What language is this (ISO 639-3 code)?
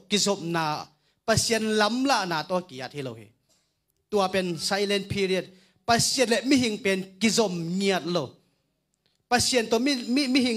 ctd